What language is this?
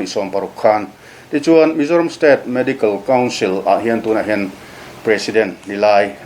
Mizo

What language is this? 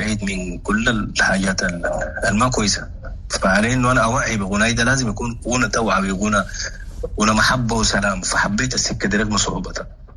Sudanese Arabic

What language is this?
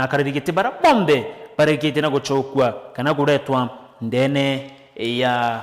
Meru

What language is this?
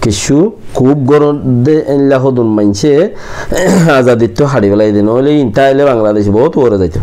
Rohingya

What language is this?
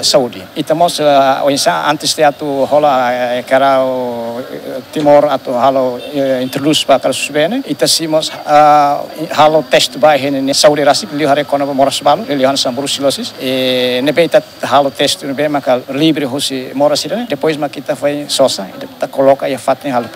Tetum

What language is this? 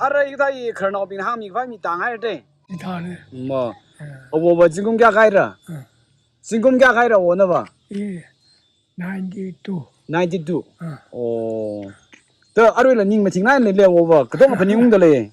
Tangkhul Naga (India)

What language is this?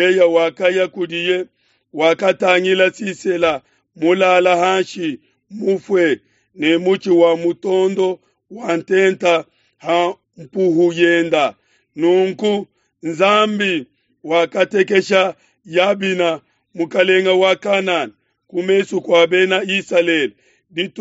Luba-Lulua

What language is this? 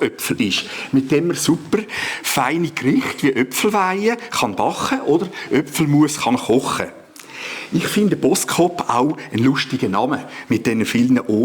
Swiss German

